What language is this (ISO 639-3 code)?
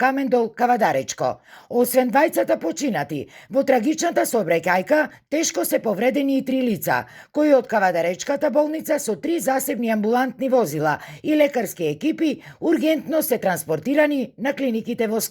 mkd